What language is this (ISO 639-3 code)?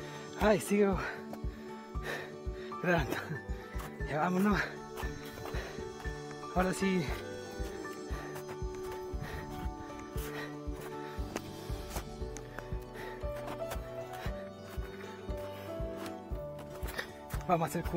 spa